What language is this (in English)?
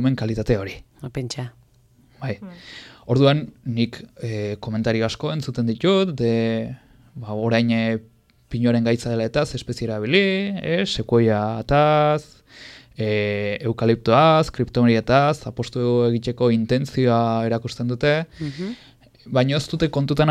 Basque